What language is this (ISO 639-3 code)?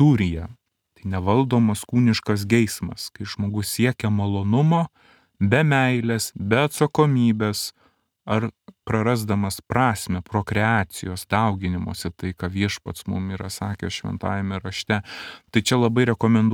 lit